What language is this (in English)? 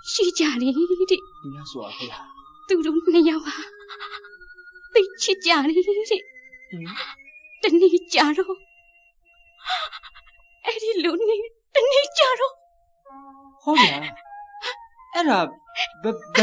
Burmese